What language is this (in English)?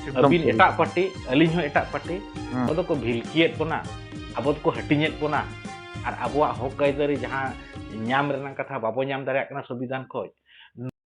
Santali